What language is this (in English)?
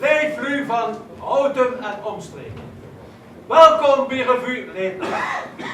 Limburgish